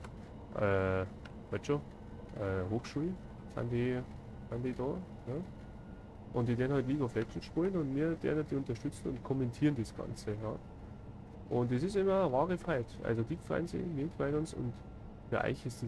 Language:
Bavarian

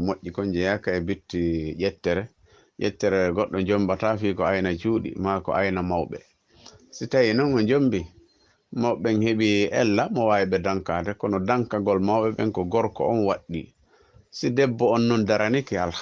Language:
Fula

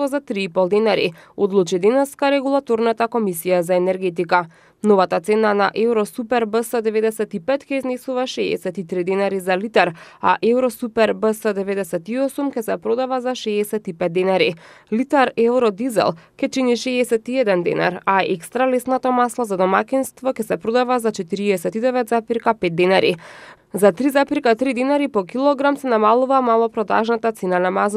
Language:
Macedonian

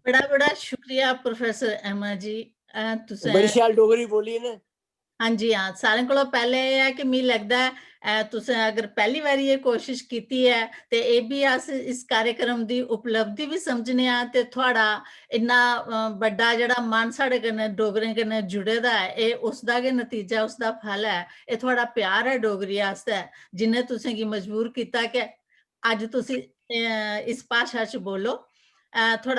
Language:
Dogri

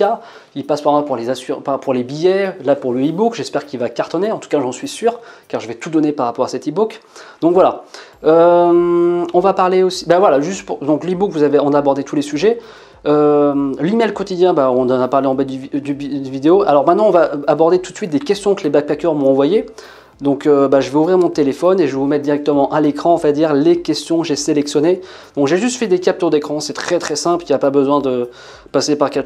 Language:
French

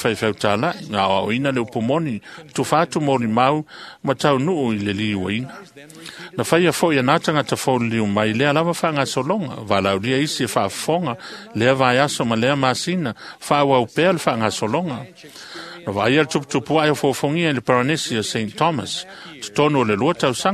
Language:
Samoan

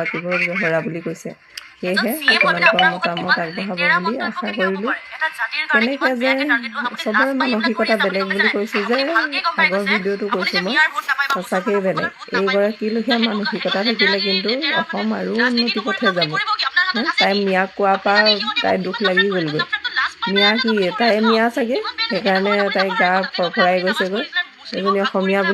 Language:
Assamese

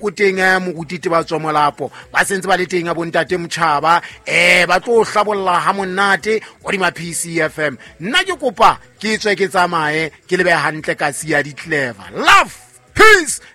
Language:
Southern Sotho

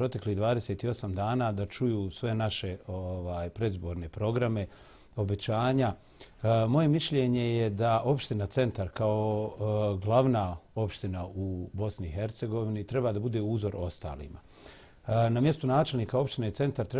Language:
Bosnian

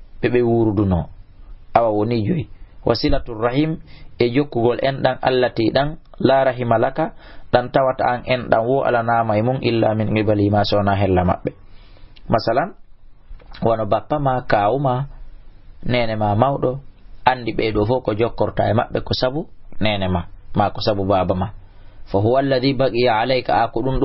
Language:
Fula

